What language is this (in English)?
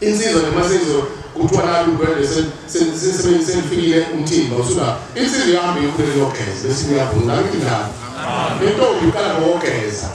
Zulu